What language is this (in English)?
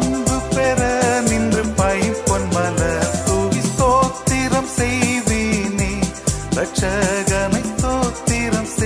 Tamil